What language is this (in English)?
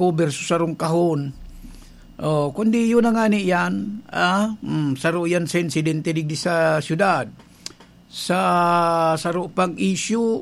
Bikol